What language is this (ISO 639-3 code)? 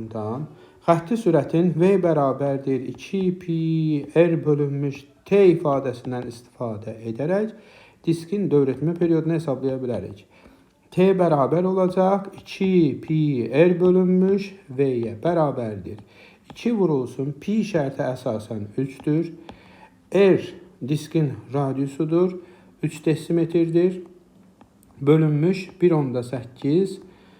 aze